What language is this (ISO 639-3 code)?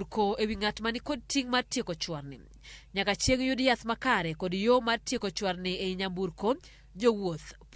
luo